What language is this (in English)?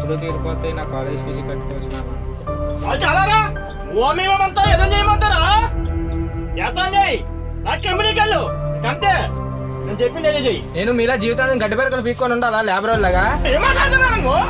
Telugu